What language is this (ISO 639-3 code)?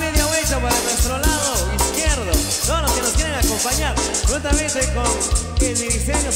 spa